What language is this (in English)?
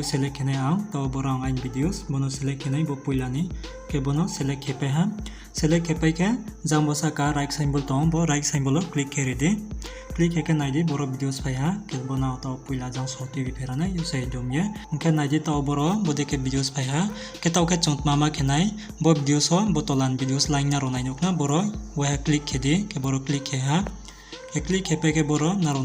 Riang (India)